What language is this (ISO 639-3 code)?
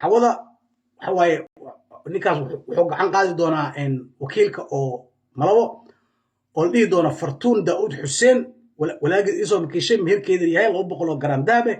som